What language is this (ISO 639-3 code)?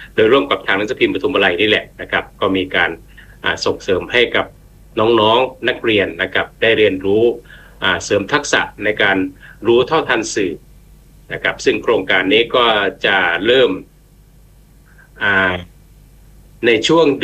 tha